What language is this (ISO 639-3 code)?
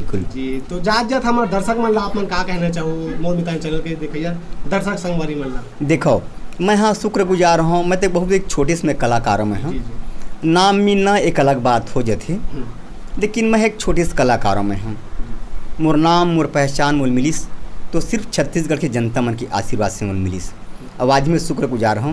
hne